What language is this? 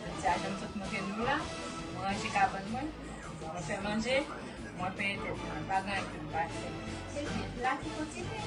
Haitian Creole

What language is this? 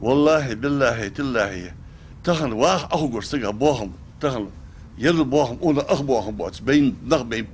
Ingush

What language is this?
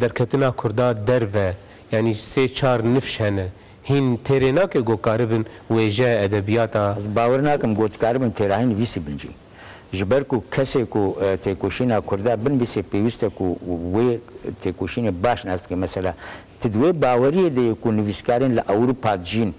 Kurdish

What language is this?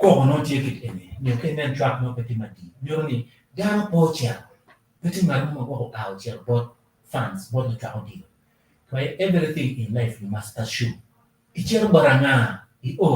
Acoli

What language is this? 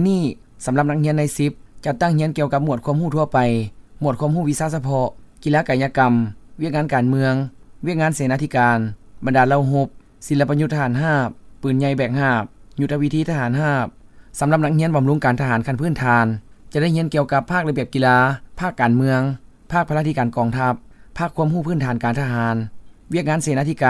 Lao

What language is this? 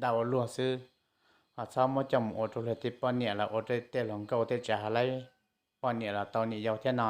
Hmong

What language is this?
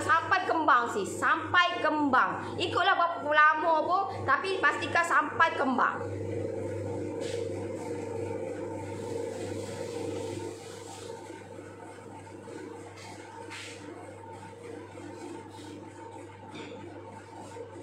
Malay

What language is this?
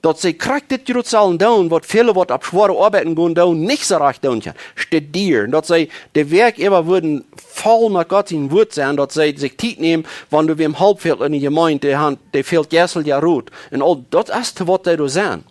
Plautdietsch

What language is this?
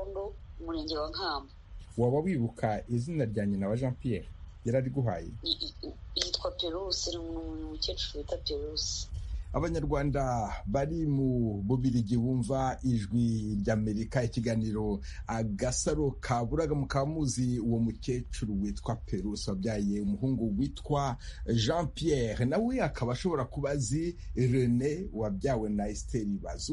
Kinyarwanda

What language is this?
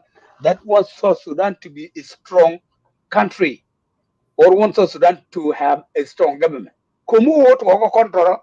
Nuer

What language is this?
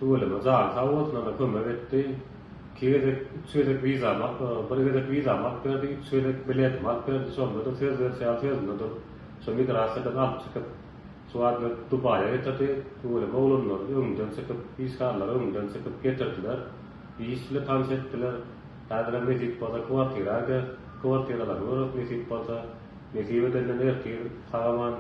Turkmen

